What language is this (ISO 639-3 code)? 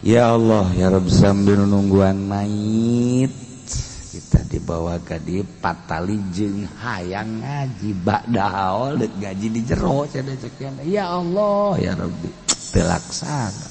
sun